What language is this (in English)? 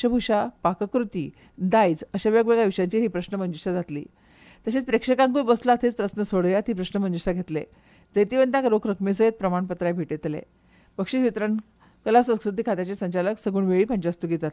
Konkani